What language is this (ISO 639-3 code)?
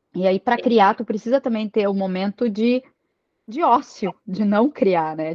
por